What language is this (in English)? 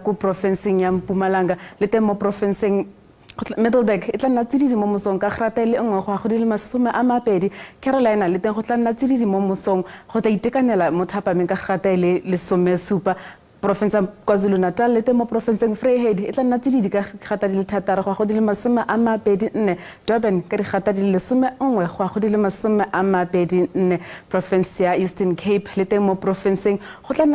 Tswana